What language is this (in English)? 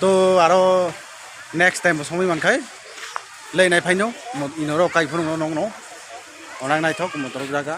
Kok Borok